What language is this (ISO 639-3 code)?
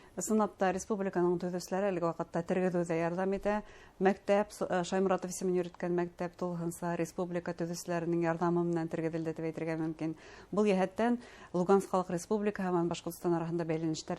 bak